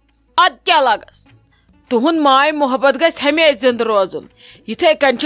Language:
Kashmiri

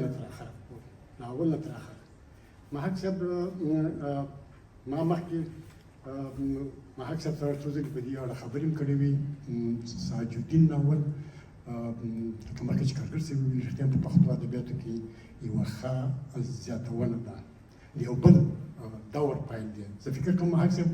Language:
Pashto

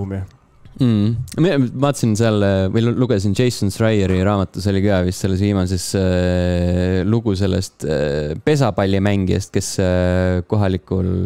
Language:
Estonian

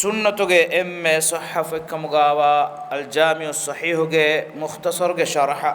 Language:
Divehi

